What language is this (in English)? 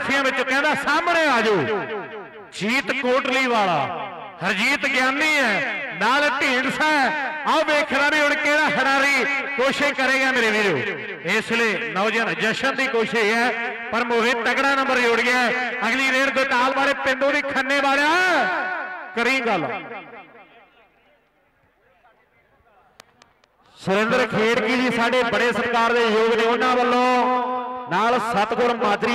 Punjabi